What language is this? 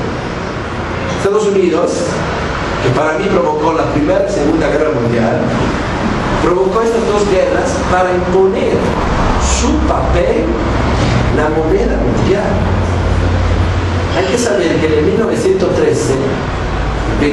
Spanish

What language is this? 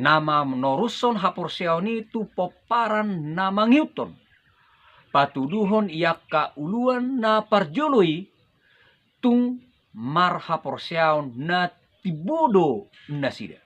Batak Toba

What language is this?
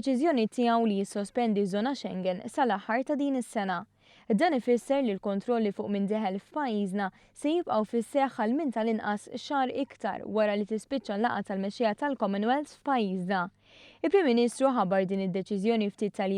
Maltese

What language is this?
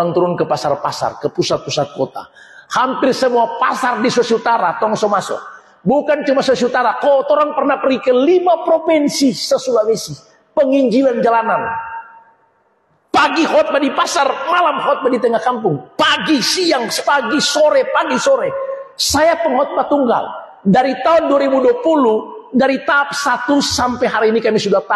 Indonesian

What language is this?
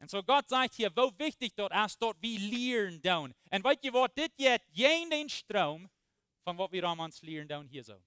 Plautdietsch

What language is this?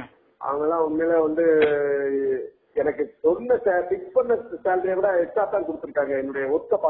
Tamil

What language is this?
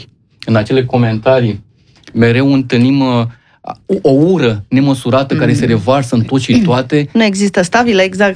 Romanian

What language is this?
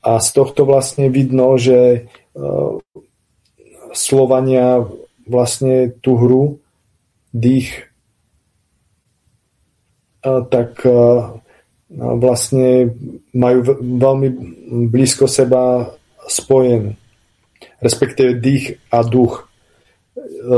Slovak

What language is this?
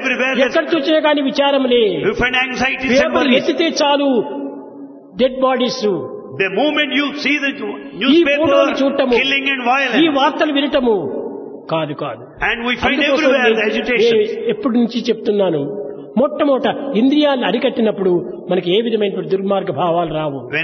Telugu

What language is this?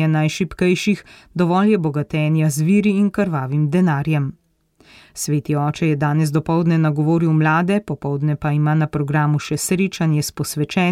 Slovenian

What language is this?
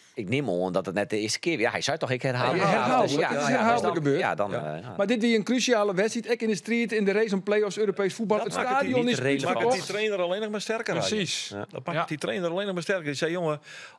Western Frisian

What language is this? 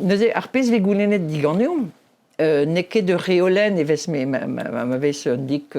Breton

